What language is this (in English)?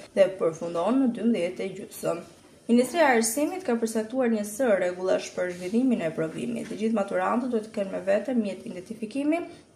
Albanian